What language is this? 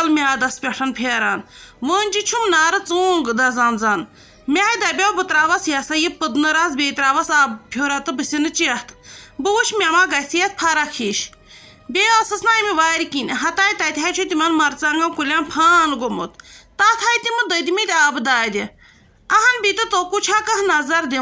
Kashmiri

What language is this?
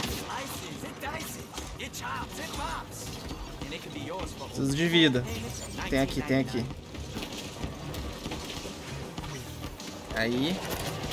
Portuguese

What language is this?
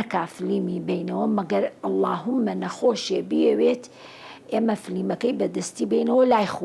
Central Kurdish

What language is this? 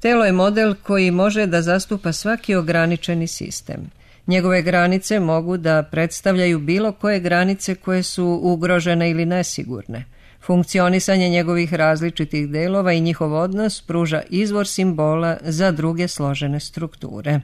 Serbian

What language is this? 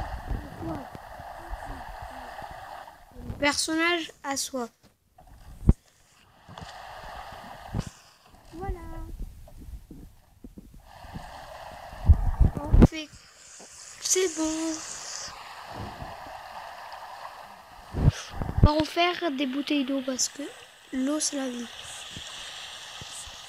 French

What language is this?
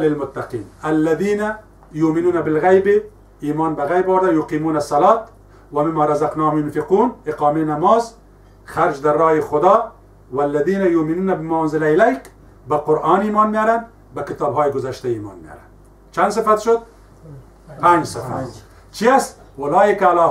Persian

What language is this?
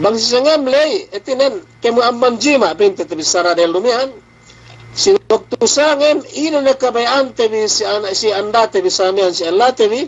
Yakan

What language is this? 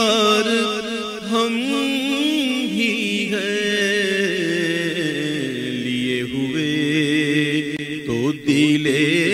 Urdu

